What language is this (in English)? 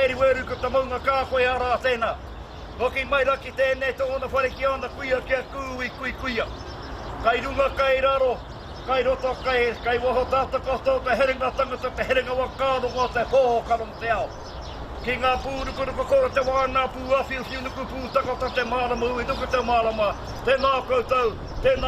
Māori